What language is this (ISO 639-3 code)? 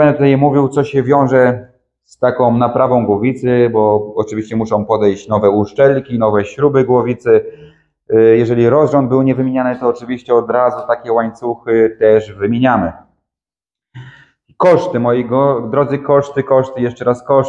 pol